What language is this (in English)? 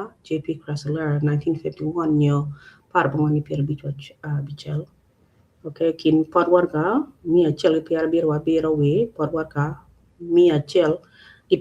Acoli